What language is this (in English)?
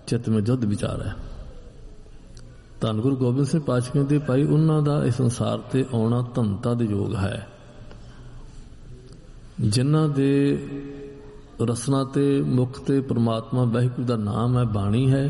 Punjabi